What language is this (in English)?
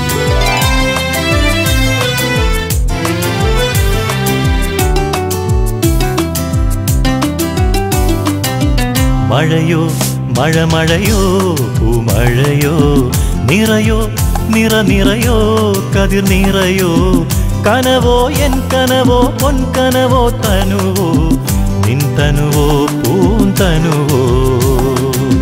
Malayalam